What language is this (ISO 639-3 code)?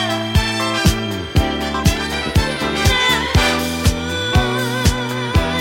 ita